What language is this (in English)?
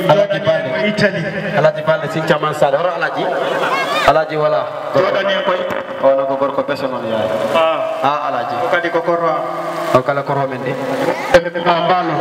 Fula